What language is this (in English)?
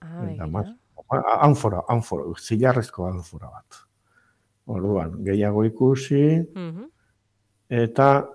Basque